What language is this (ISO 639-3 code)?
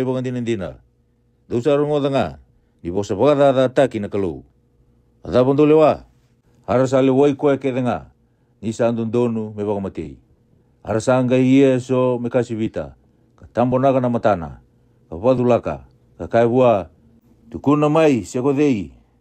fij